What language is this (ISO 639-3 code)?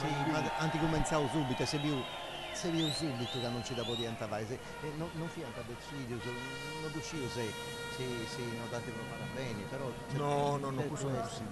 srd